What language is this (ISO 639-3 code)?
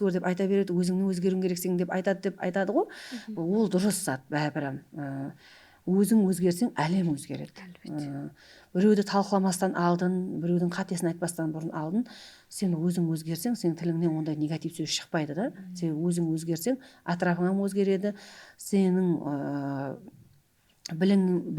kaa